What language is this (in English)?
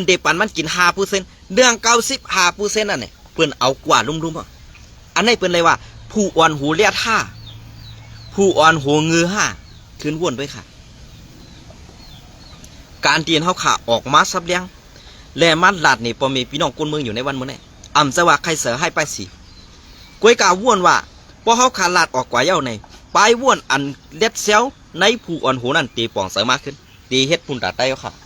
Shan